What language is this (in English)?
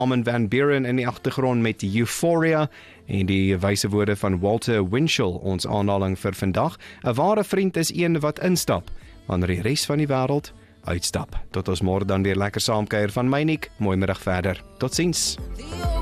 Afrikaans